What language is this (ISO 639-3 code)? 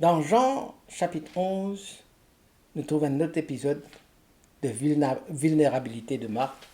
mfe